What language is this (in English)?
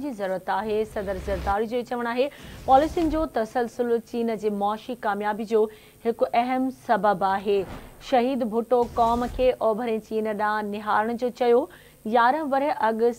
Sindhi